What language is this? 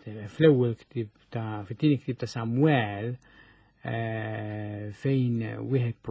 Maltese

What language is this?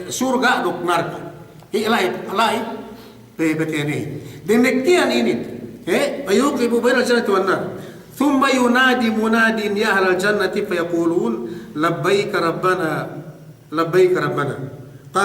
Yakan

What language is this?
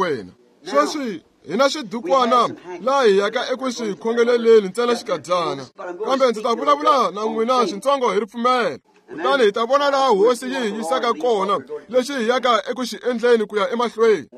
Tsonga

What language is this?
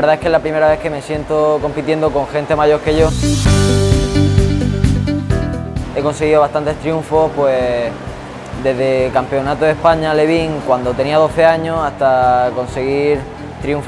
Spanish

